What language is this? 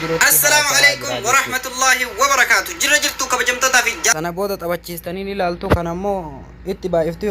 Oromo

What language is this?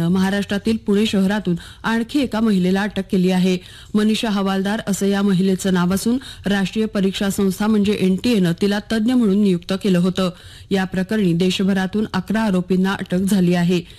Marathi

